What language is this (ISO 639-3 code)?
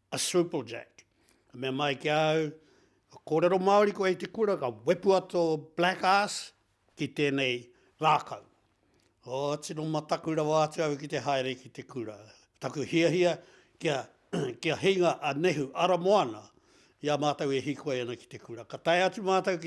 mri